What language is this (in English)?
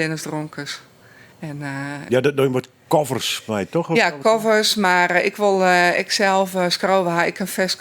Western Frisian